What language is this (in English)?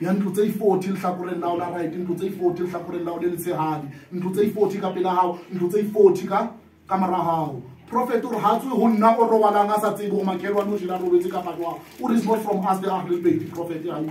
Southern Sotho